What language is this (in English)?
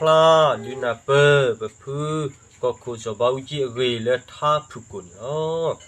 S'gaw Karen